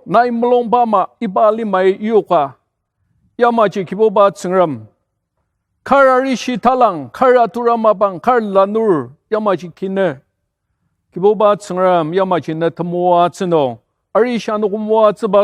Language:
Ao Naga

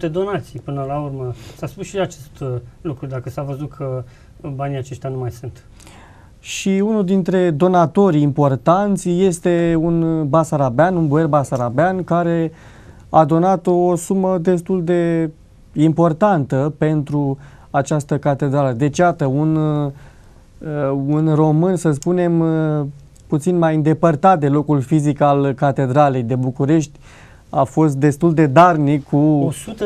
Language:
Romanian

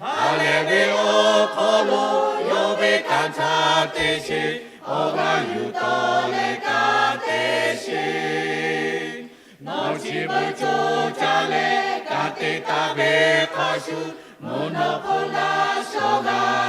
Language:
Lahu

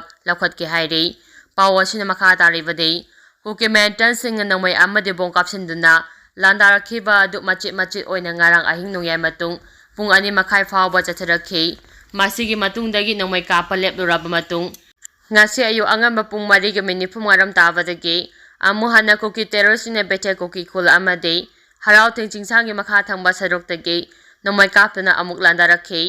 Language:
Manipuri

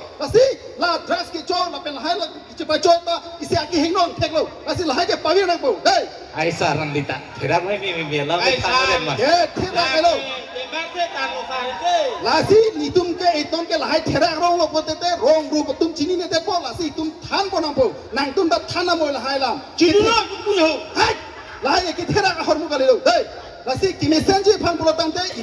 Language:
Karbi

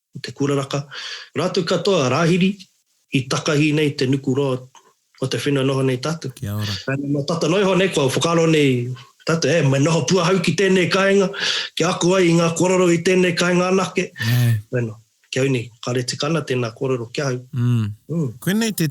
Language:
Māori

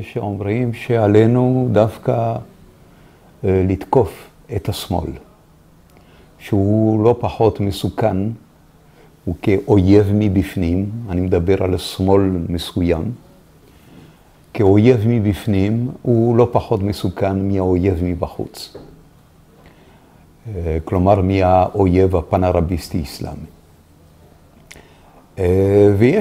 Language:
Hebrew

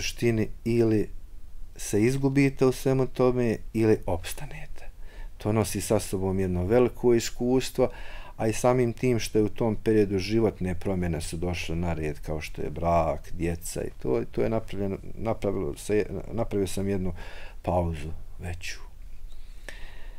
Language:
Bosnian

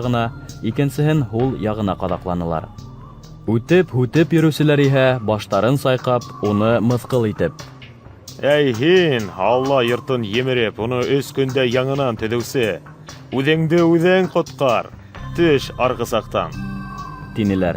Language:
Bashkir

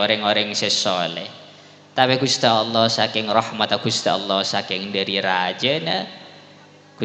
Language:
Madurese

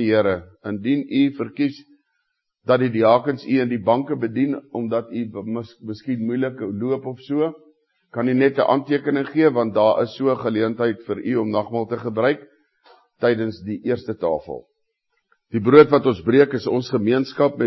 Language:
Afrikaans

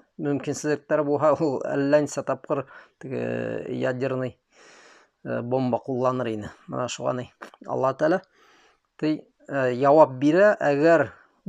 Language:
Bashkir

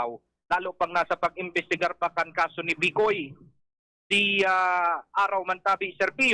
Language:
Bikol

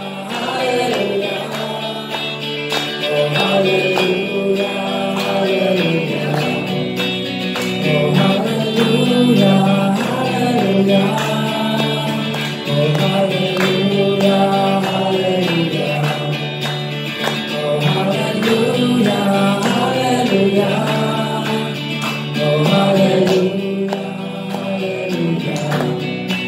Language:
Polish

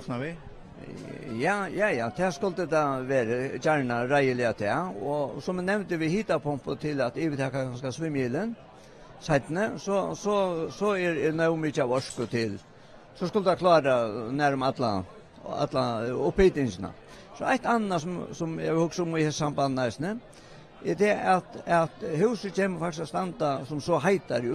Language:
Faroese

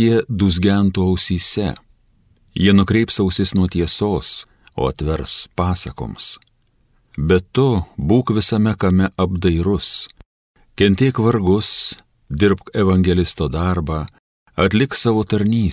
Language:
Lithuanian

